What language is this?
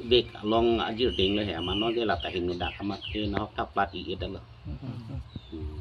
Karbi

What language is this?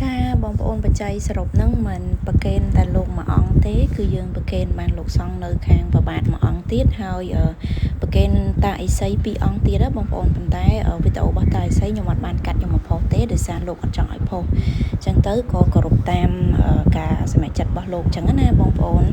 Khmer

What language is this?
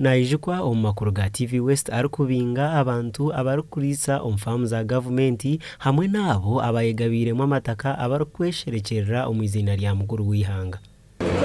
Nyankole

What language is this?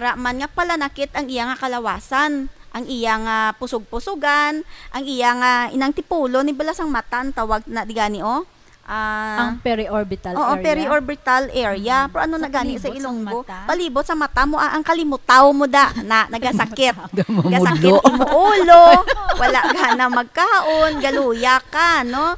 Hiligaynon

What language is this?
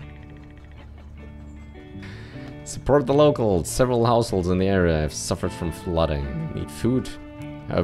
English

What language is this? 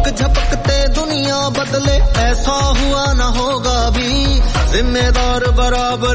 Punjabi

